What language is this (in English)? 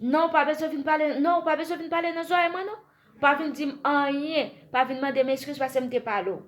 Haitian Creole